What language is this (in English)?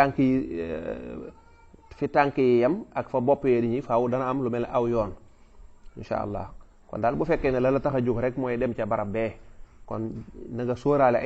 Wolof